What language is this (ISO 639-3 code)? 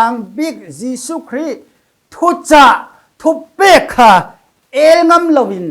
cfm